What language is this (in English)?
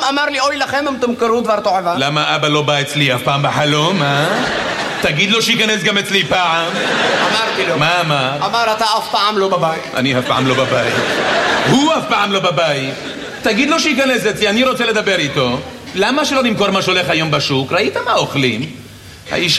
Hebrew